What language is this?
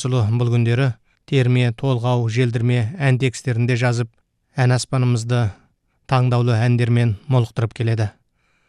Kazakh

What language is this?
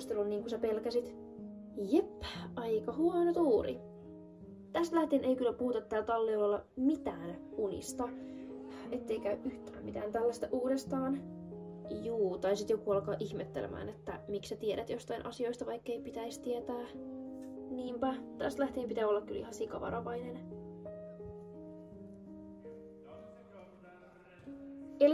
Finnish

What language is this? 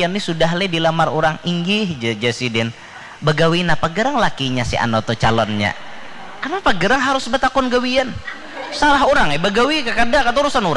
Banjar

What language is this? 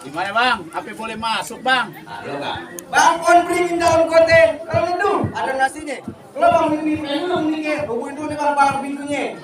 Betawi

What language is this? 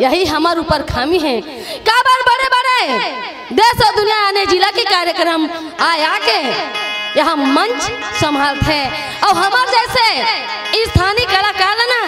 Chhattisgarhi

